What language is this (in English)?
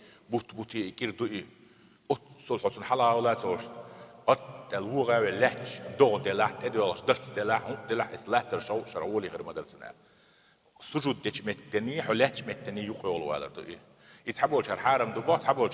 Chechen